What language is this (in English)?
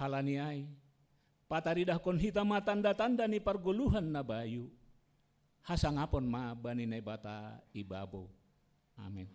Batak Simalungun